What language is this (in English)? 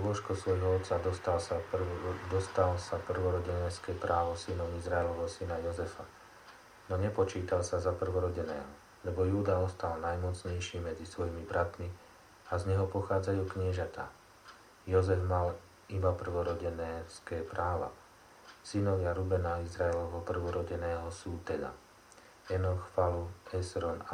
Slovak